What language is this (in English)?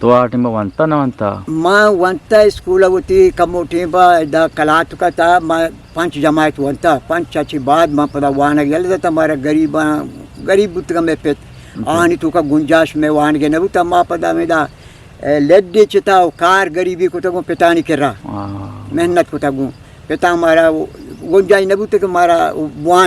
Eastern Balochi